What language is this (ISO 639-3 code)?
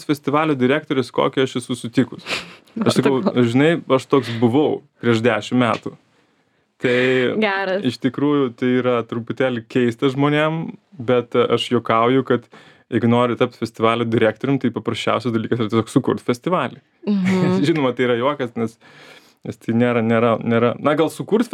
lit